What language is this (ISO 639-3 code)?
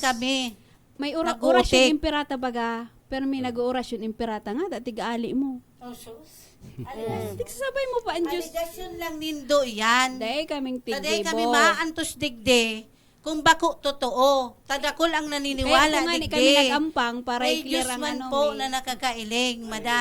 bik